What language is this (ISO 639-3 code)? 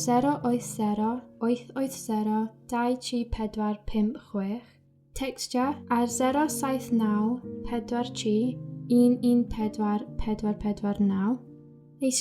cym